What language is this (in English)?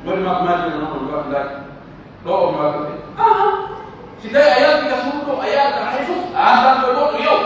Pular